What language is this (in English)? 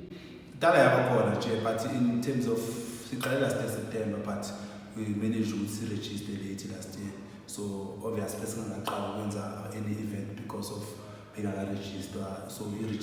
Zulu